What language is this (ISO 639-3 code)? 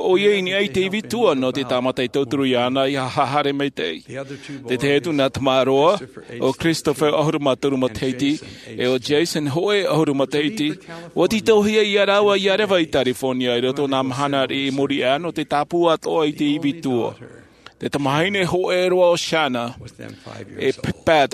tah